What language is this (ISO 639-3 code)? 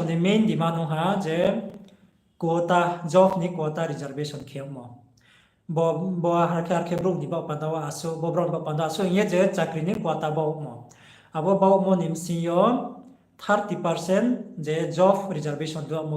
ria